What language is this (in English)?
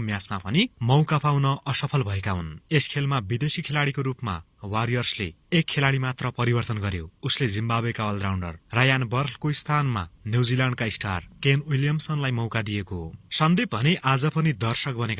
Nepali